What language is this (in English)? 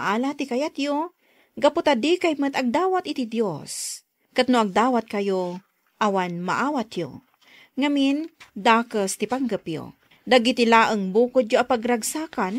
Iloko